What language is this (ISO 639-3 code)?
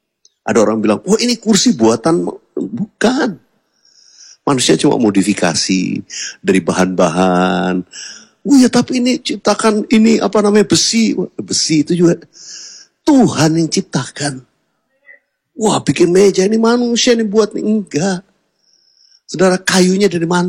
ind